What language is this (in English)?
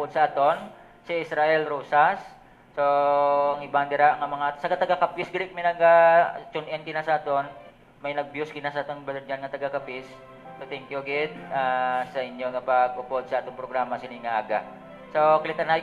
Hiligaynon